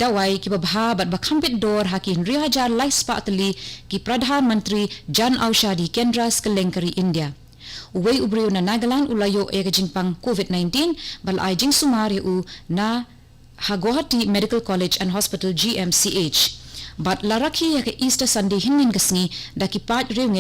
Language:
Khasi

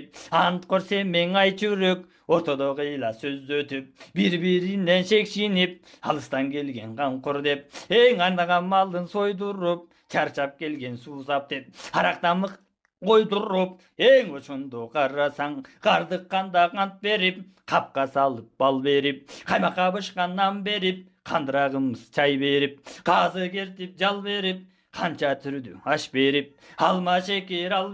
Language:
Kyrgyz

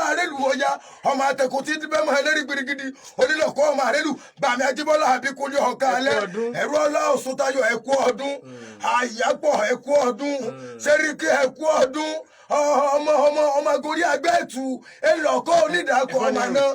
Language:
Yoruba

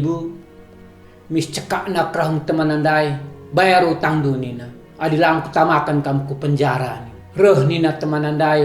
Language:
Batak Karo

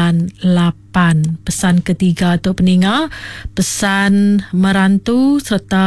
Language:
Iban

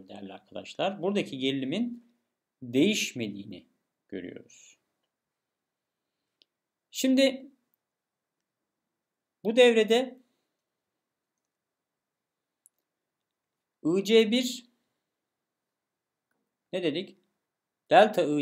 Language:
Turkish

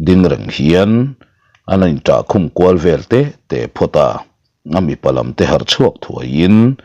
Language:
Mizo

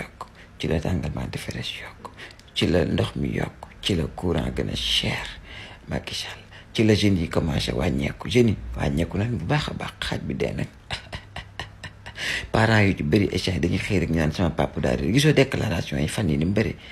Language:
Wolof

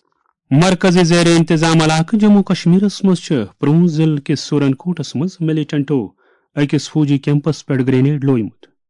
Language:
Kashmiri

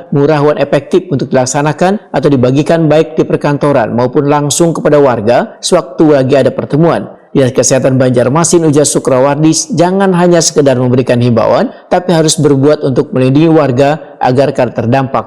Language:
Banjar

